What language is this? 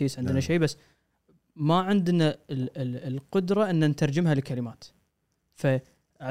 Gulf Arabic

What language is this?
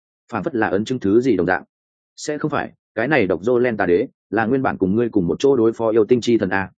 Vietnamese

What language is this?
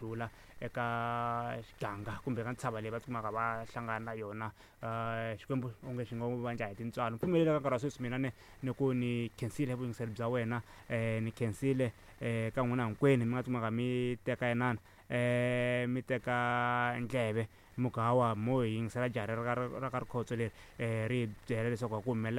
Tsonga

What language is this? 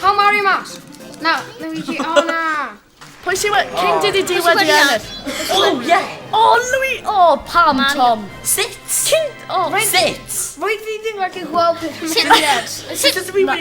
Welsh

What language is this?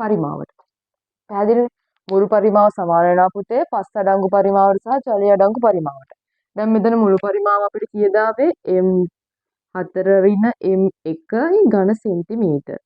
Sinhala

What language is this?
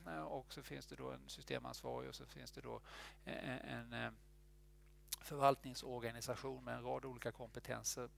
Swedish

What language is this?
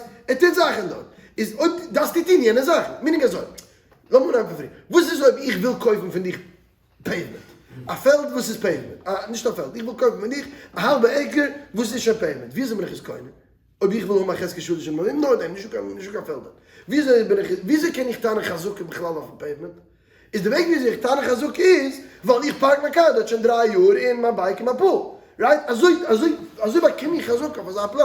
Yiddish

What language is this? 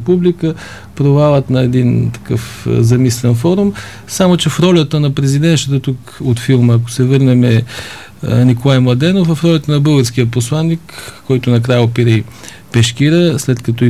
Bulgarian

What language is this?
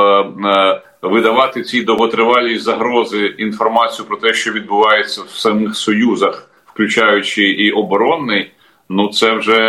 Ukrainian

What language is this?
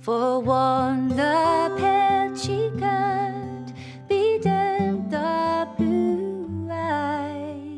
Irish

